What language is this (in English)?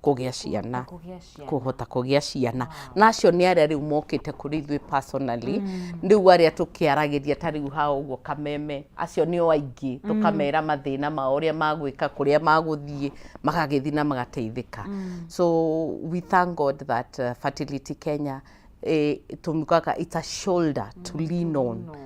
Kikuyu